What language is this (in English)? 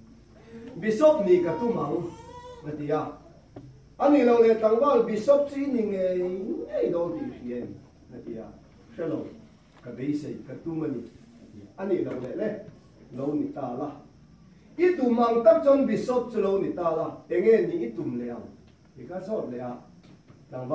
Vietnamese